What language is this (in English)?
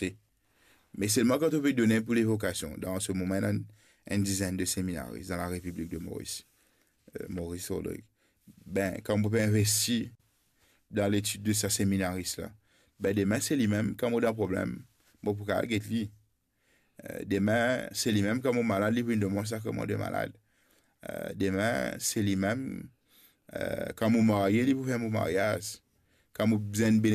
Morisyen